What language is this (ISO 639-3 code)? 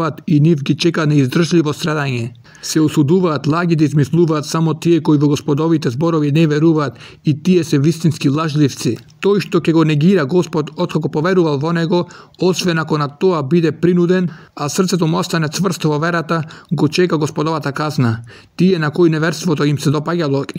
mkd